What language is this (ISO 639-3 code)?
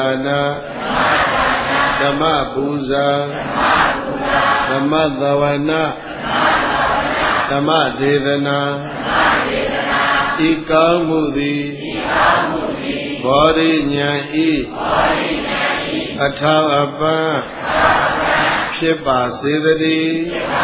mya